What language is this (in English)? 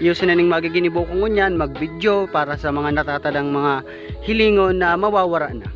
Bikol